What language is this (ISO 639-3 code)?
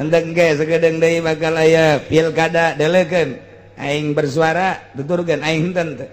sun